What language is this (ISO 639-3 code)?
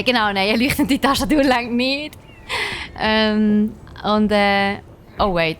gsw